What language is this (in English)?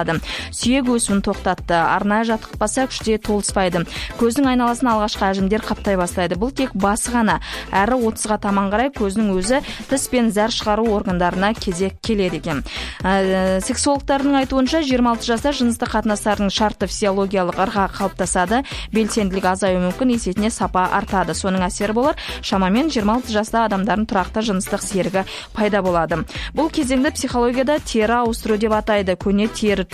Kazakh